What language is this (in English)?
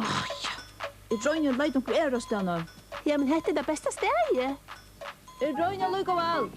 Faroese